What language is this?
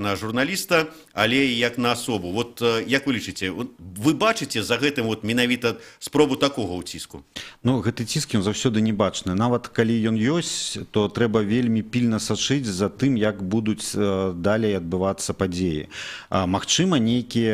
Belarusian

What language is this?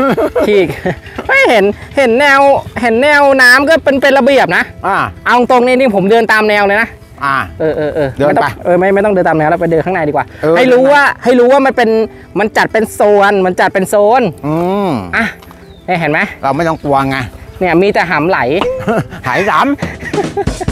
Thai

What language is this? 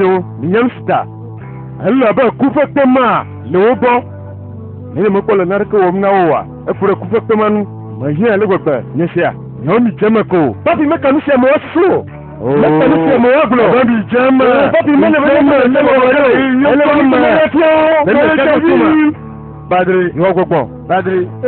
Ewe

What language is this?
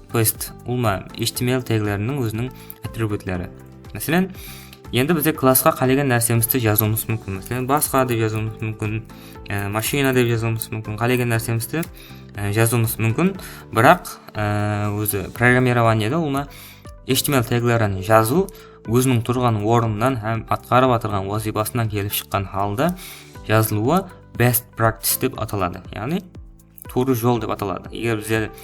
Kara-Kalpak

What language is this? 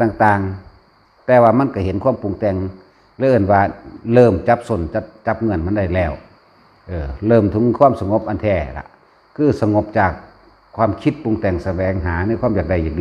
Northeastern Thai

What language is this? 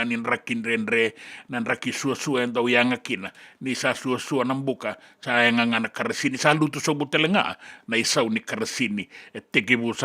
Fijian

